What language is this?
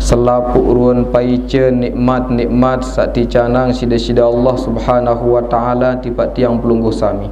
Sasak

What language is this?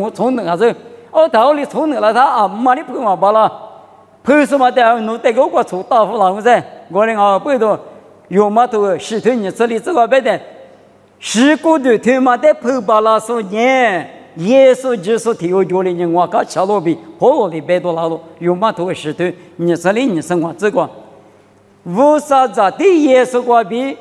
Lisu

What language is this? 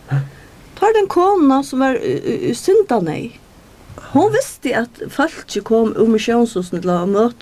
Faroese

